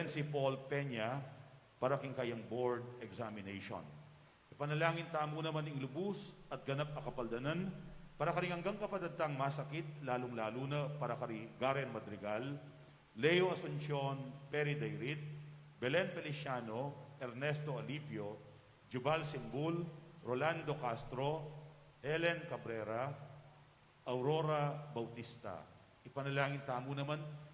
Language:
Pampanga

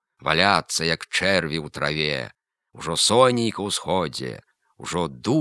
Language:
Belarusian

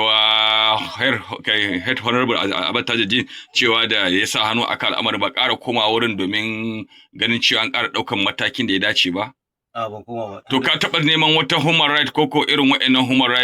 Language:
Hausa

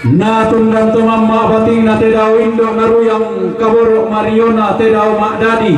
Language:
Toraja-Sa'dan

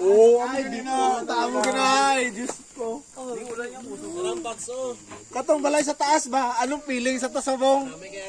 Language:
Hiligaynon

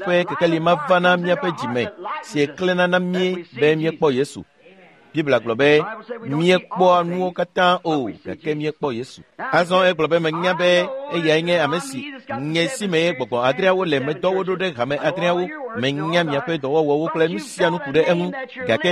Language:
Ewe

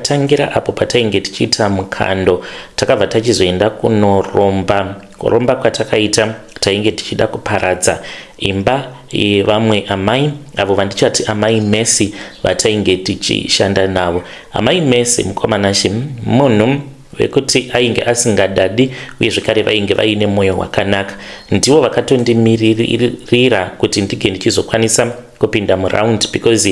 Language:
Shona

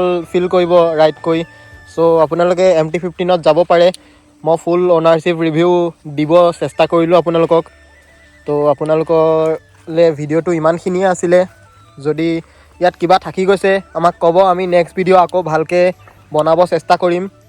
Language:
Assamese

